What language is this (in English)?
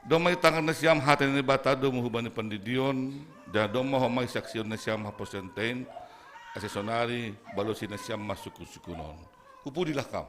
Batak Simalungun